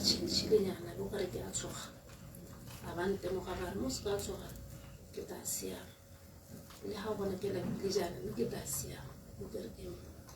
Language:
Tswana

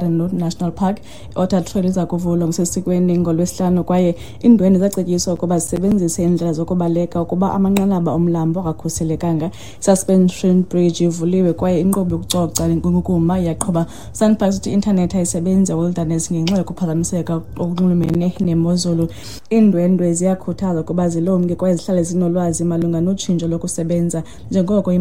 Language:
Xhosa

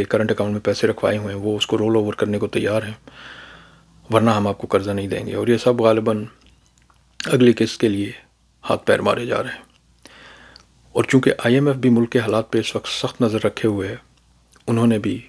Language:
Urdu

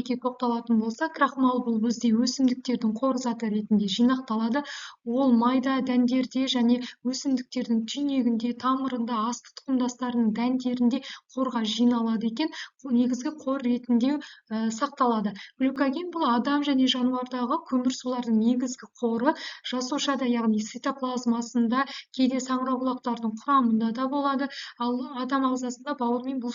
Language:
Kazakh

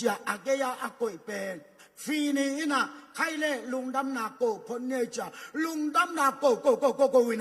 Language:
Tedim Chin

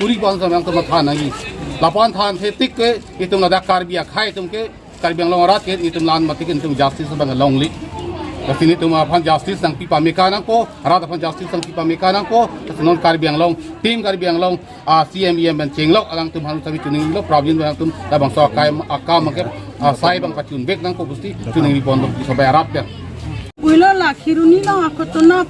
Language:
Karbi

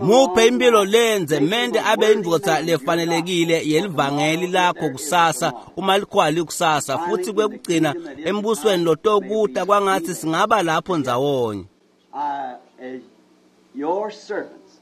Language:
Swati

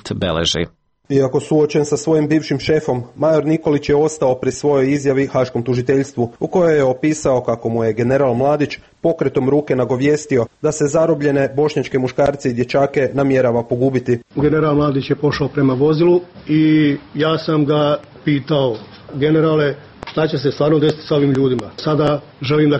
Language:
Serbian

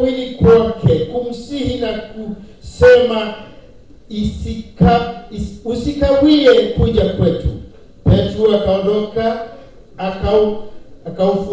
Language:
Swahili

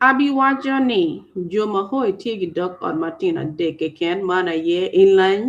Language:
Acoli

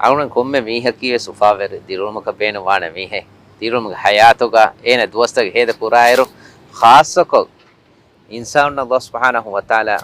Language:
Divehi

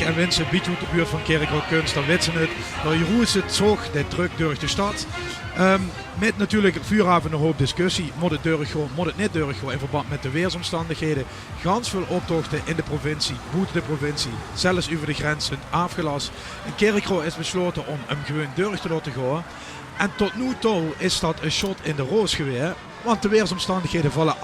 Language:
Limburgish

